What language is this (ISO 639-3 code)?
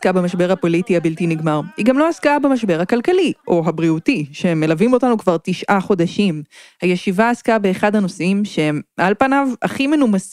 heb